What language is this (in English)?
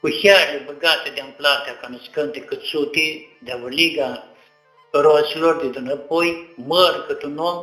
Aromanian